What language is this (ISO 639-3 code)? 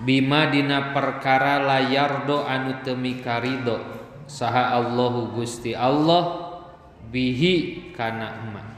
sun